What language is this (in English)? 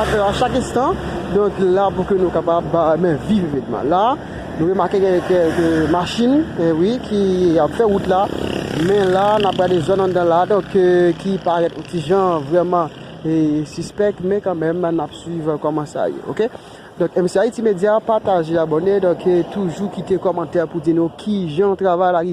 Haitian Creole